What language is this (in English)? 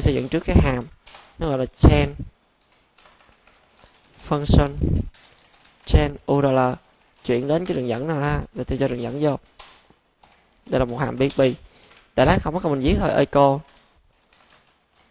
Vietnamese